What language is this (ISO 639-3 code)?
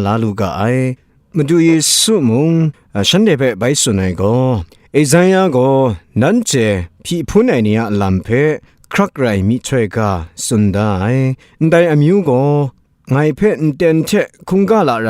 kac